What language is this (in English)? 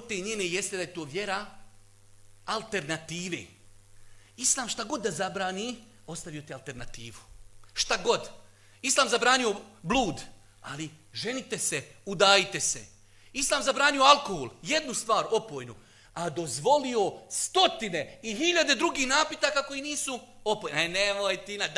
Bosnian